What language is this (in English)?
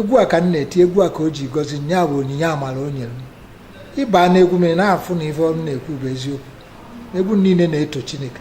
Igbo